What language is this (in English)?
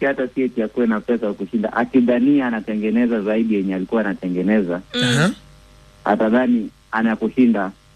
Swahili